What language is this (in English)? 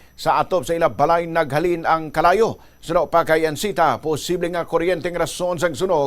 Hiligaynon